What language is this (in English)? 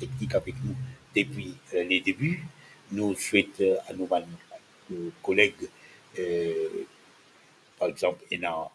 Morisyen